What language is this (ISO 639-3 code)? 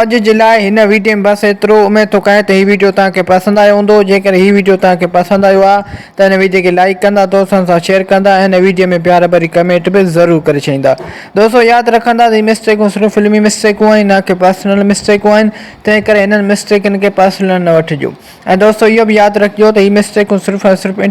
snd